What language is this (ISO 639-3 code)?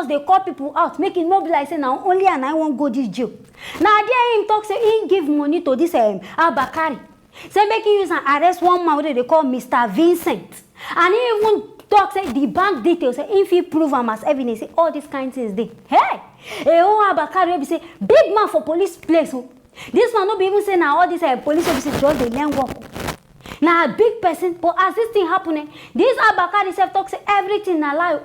pcm